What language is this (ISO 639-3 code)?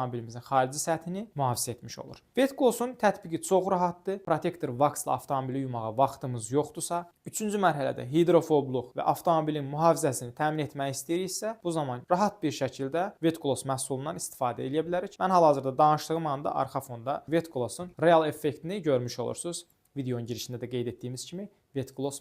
aze